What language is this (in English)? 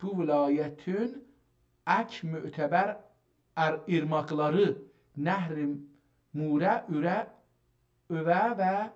South Azerbaijani